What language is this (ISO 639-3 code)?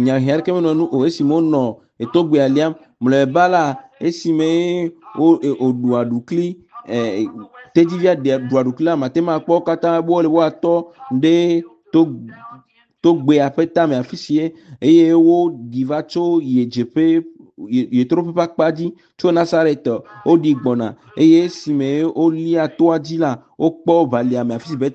ewe